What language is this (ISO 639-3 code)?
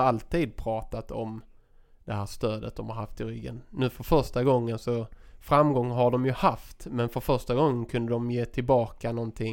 swe